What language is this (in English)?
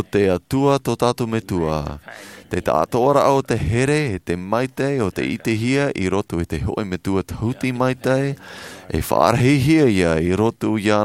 Tahitian